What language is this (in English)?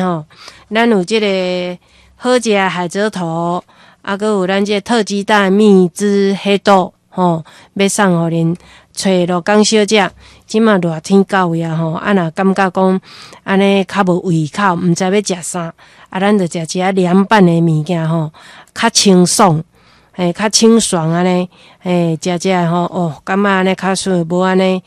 Min Nan Chinese